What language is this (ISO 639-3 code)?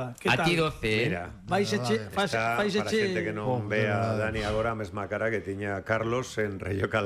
glg